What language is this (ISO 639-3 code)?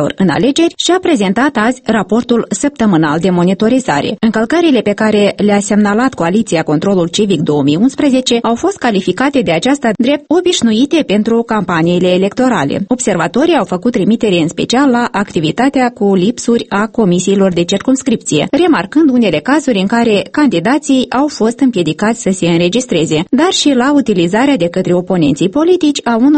ron